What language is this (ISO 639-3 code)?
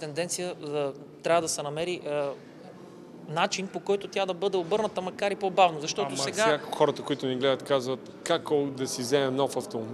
bul